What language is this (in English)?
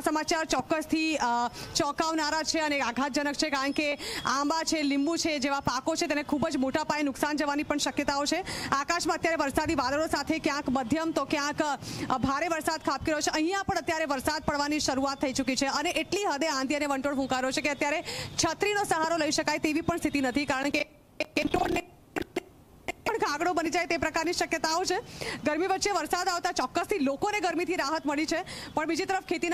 Gujarati